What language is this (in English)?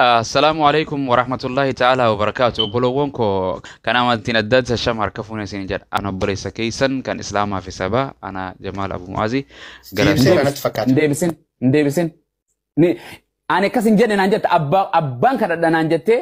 Oromo